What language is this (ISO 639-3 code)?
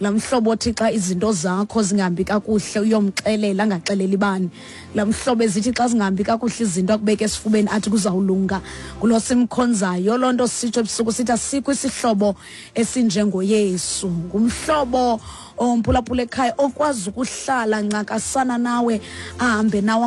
xho